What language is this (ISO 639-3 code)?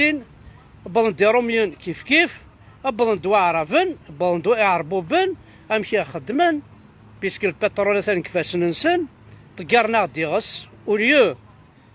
kab